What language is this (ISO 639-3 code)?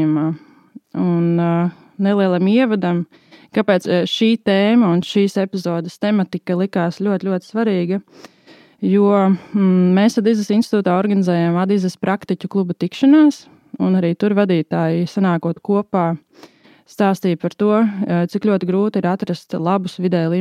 lav